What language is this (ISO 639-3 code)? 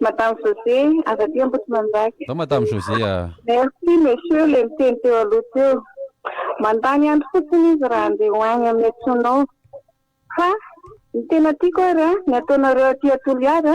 mlg